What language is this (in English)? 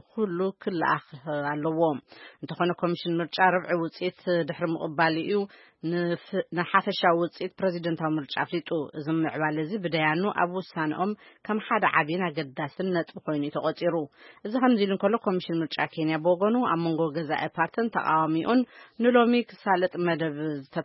Tigrinya